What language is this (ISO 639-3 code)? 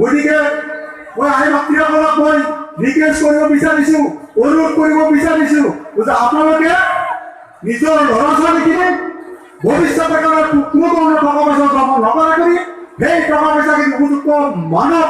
asm